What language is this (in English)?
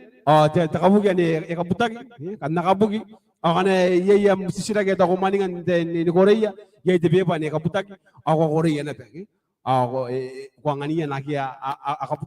Gilbertese